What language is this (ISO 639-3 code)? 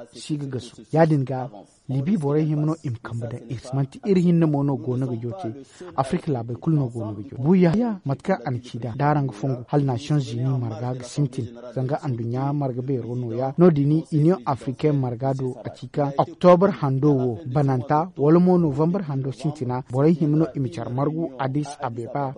dje